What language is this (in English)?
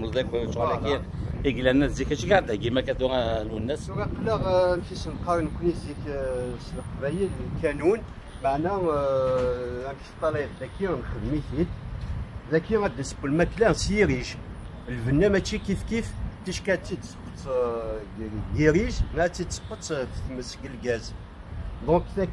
Kabyle